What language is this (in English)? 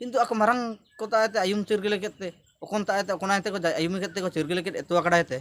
Ho